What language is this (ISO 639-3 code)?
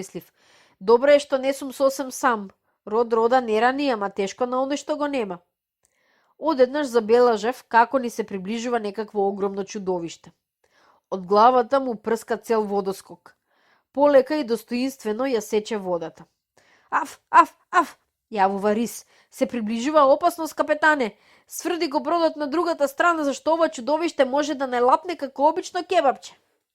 mkd